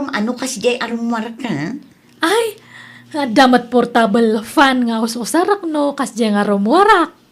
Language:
Iloko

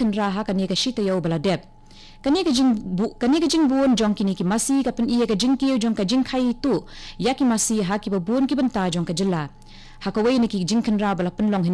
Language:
Khasi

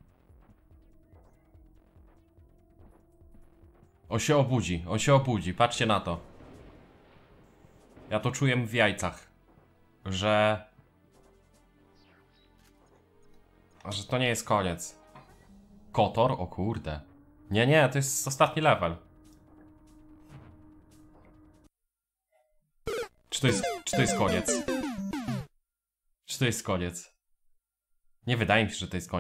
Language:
Polish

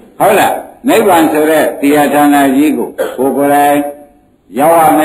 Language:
Burmese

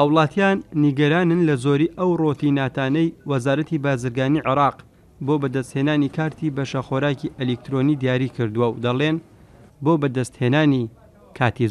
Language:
Central Kurdish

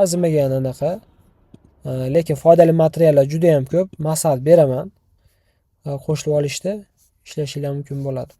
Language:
Uzbek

